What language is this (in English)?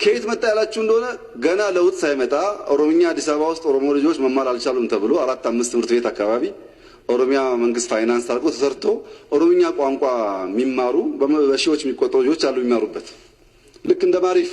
Amharic